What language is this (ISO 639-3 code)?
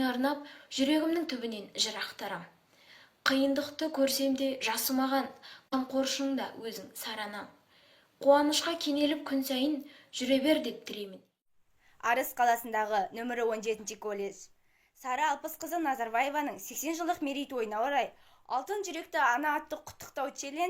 kaz